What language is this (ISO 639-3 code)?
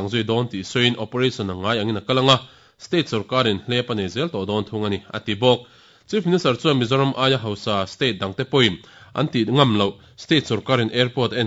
lus